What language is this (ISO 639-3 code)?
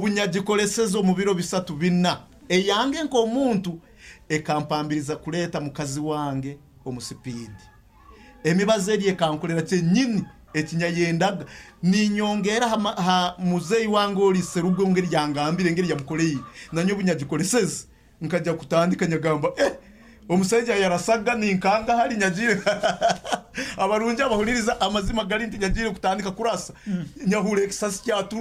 nyo